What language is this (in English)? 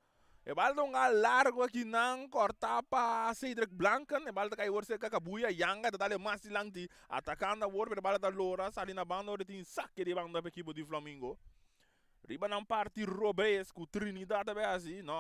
Papiamento